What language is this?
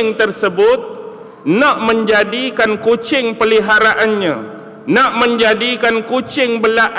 Malay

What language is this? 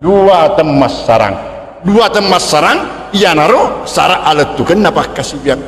Buginese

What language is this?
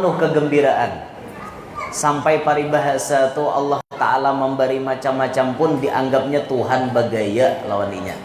Banjar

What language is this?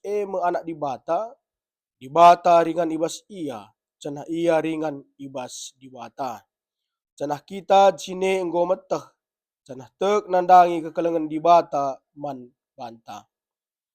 Batak Karo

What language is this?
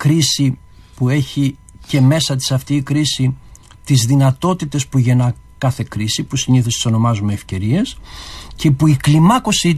Greek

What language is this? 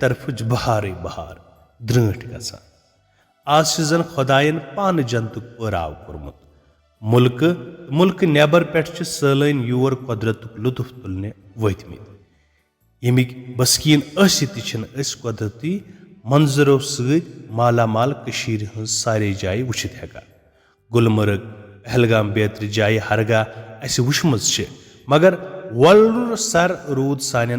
Kashmiri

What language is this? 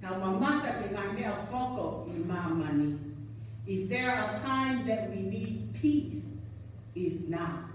Tongan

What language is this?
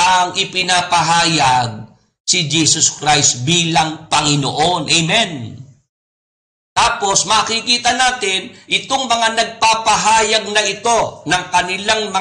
Filipino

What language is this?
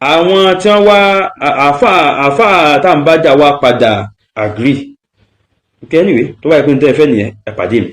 Yoruba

